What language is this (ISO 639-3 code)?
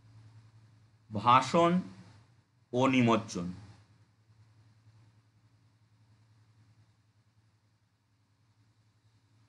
ben